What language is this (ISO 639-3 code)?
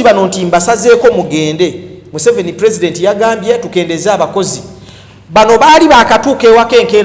lug